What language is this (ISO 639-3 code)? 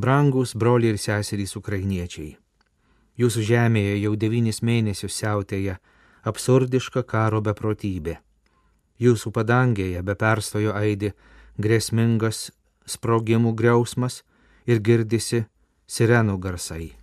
lit